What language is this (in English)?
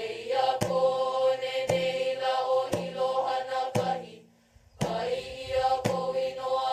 Hawaiian